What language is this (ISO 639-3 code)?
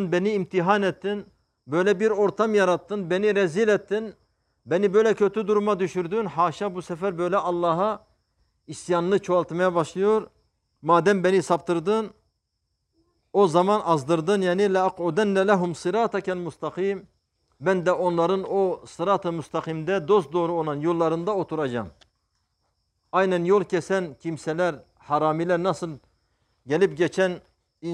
tur